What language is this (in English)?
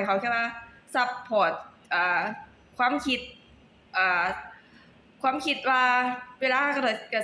Lao